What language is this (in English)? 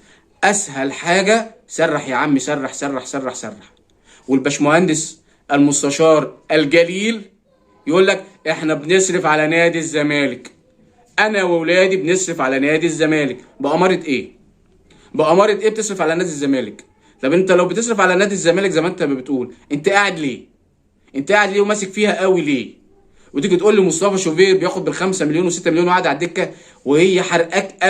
Egyptian Arabic